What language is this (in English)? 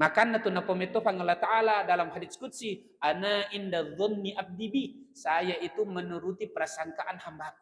Buginese